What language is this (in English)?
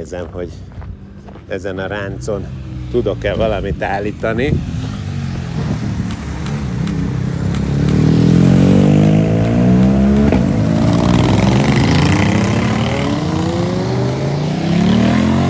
Hungarian